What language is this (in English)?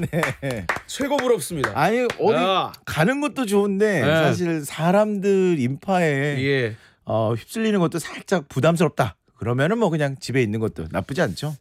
Korean